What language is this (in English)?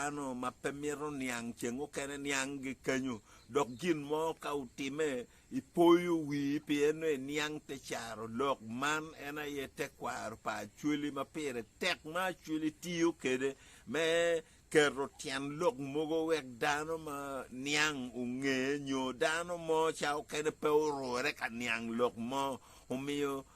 Acoli